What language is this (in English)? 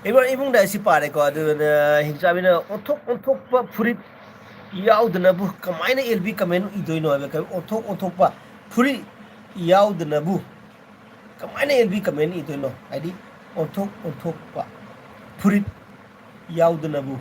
Manipuri